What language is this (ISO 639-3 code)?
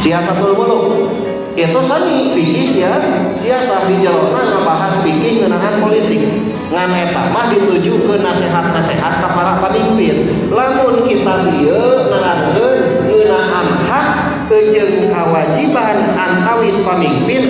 sun